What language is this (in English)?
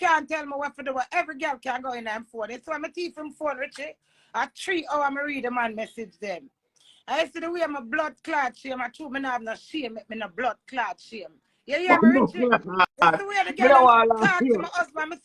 Jamaican Creole English